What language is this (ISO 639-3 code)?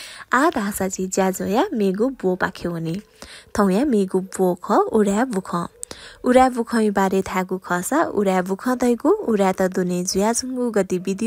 new